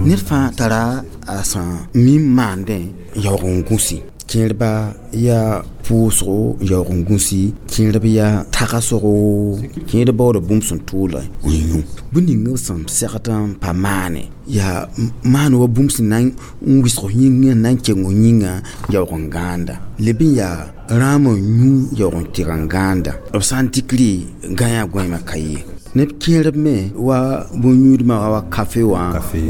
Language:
Mossi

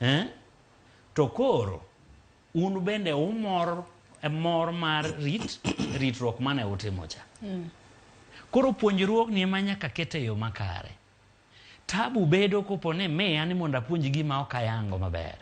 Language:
Luo (Kenya and Tanzania)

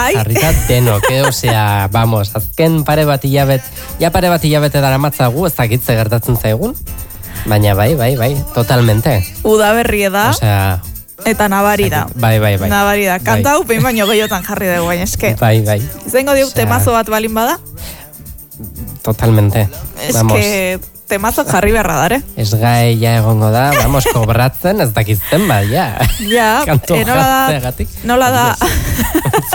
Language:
Basque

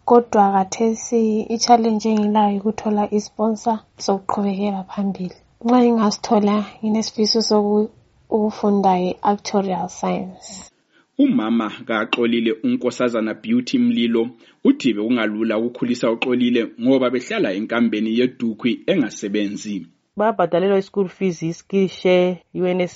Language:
North Ndebele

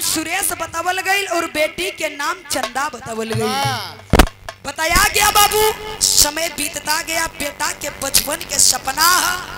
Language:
Bhojpuri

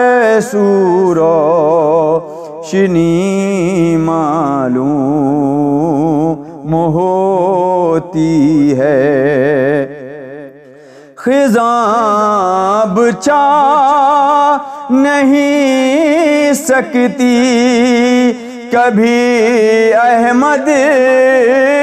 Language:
Urdu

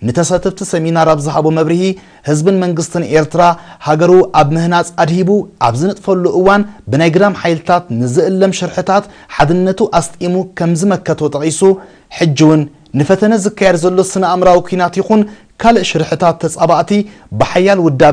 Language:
Tigrinya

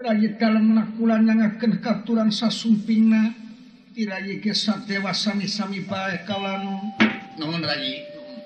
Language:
Sundanese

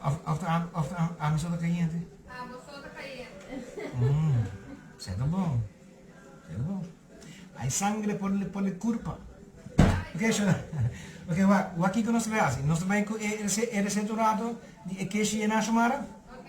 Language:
Papiamento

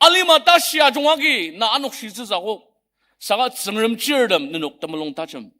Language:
Ao Naga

